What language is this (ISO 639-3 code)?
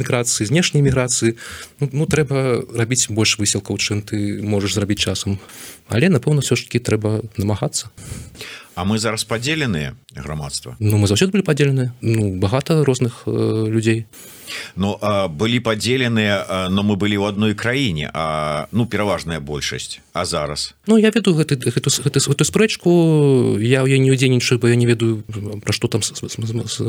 bel